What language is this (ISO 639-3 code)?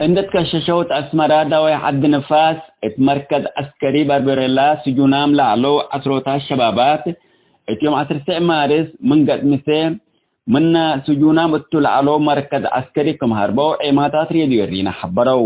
tig